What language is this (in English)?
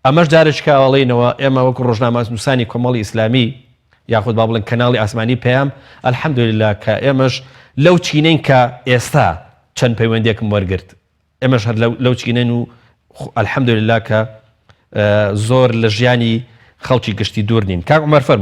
Central Kurdish